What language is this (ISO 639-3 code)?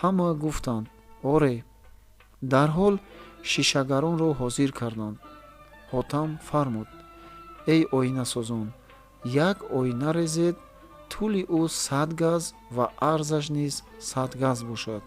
tgk